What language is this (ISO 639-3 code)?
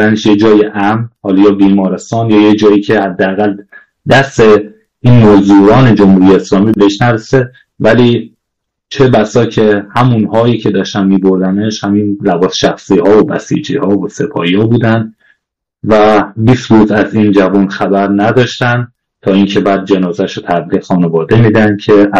fas